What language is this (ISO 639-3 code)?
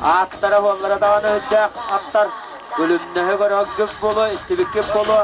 sah